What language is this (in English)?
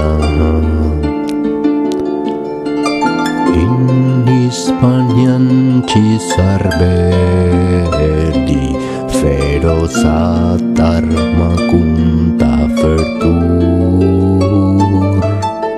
Latin